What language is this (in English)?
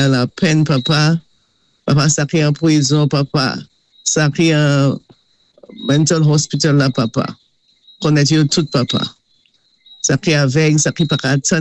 Saint Lucian Creole French